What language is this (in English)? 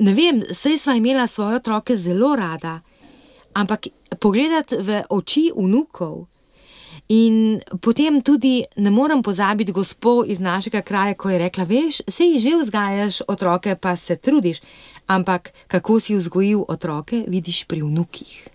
Slovenian